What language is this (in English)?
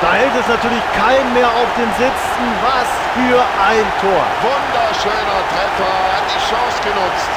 Bavarian